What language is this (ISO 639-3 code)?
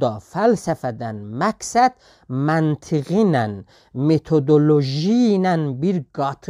azb